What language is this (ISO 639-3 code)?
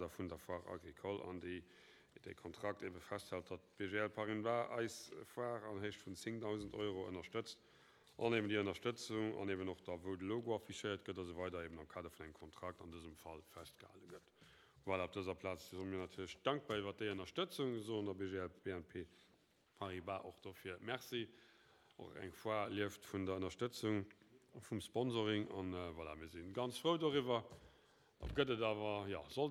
ltz